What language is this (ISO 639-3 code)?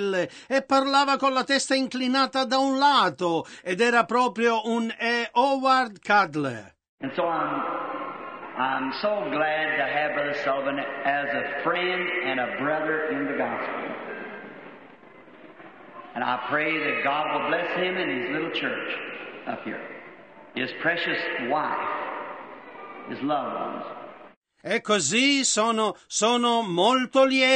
ita